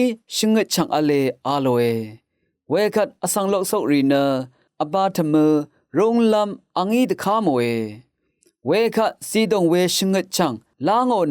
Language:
Rawang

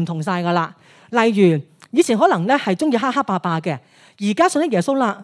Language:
Cantonese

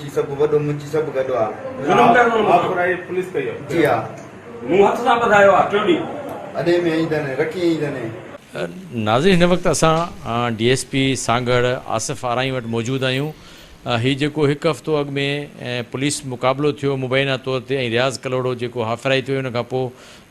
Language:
Sindhi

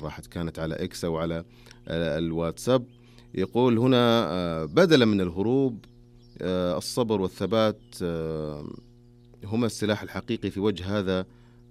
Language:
Najdi Arabic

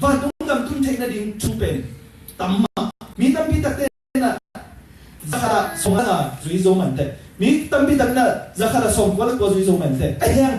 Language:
Tedim Chin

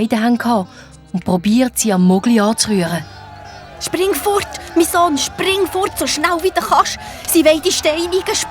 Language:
Swiss German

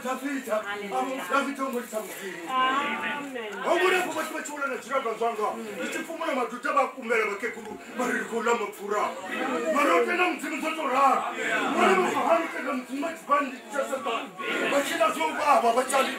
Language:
Venda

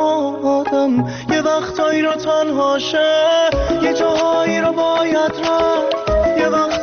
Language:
Persian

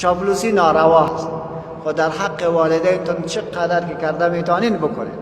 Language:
Persian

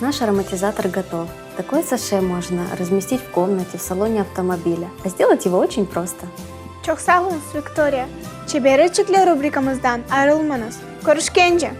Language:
Crimean Tatar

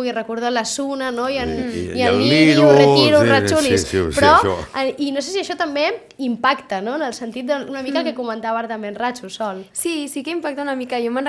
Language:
Catalan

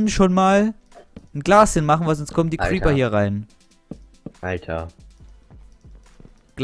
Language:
German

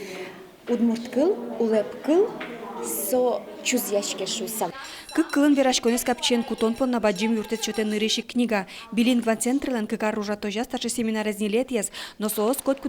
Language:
Udmurt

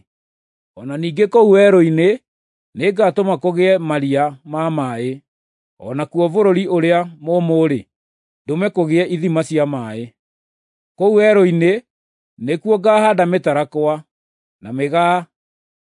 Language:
Kikuyu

